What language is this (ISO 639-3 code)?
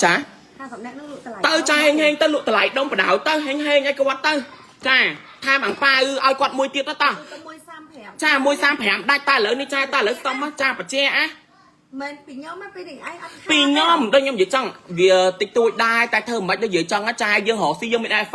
khm